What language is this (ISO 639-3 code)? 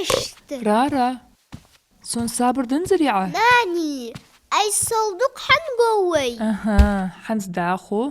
inh